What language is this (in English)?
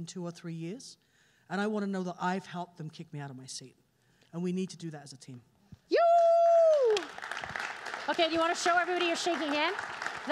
English